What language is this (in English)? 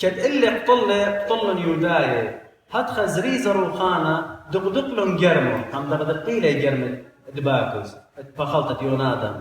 Assyrian Neo-Aramaic